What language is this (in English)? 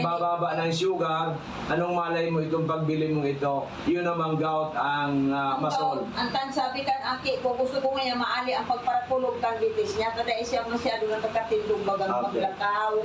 Bikol